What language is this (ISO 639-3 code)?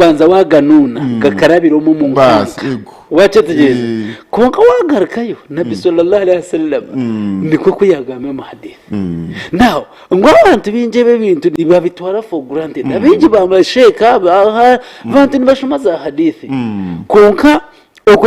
nyn